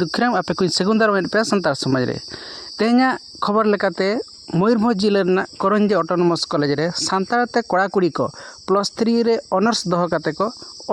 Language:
Santali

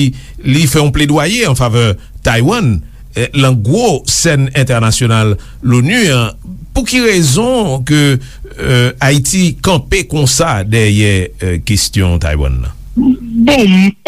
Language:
Haitian Creole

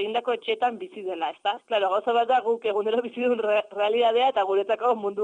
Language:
Basque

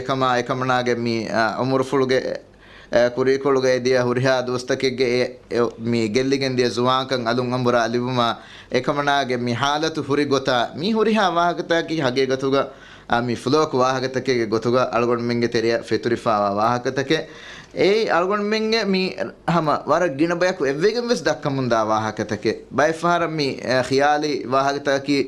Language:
Divehi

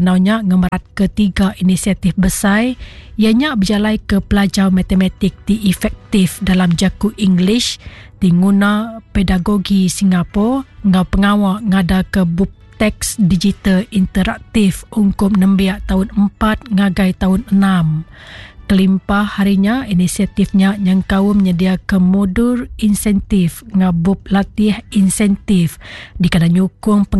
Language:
Iban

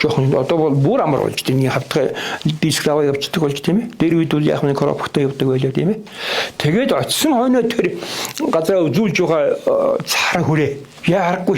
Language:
Mongolian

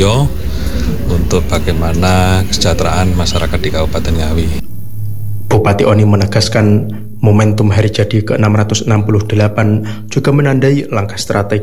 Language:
Indonesian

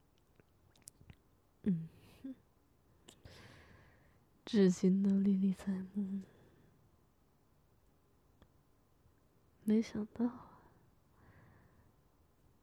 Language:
Chinese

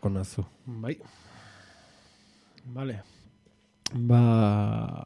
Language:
Basque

